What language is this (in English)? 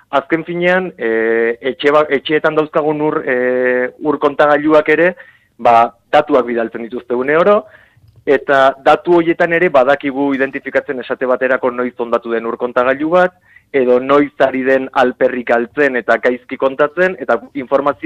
Basque